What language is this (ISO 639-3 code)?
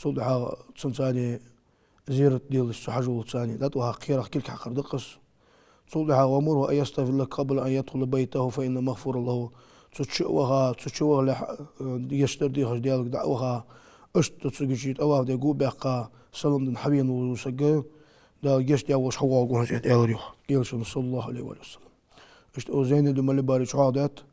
inh